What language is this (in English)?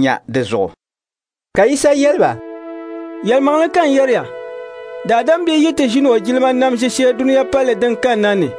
Dagbani